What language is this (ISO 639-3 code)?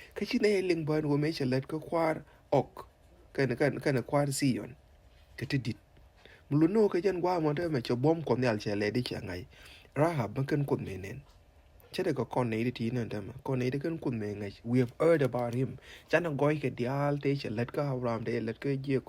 nus